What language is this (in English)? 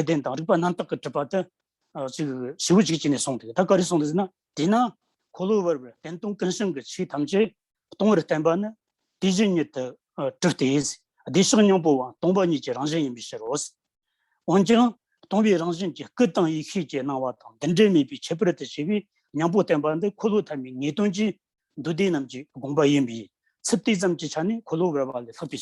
Tibetan